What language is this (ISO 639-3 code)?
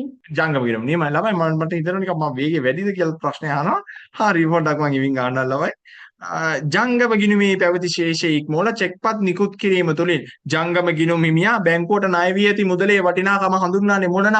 sin